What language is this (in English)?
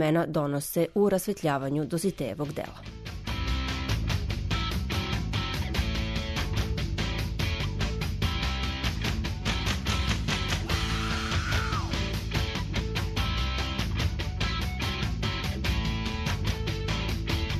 Serbian